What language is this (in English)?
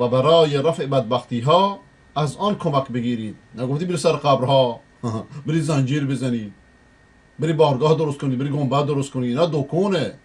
Persian